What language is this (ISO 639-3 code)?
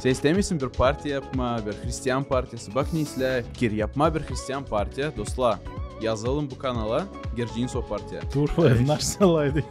gag